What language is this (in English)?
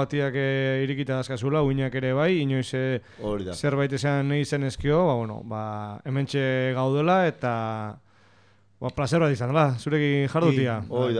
Basque